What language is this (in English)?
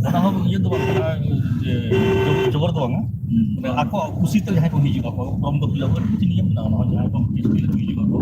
Santali